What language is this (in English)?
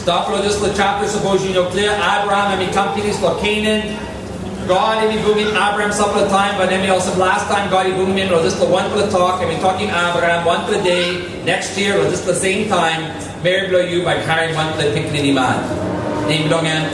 Tok Pisin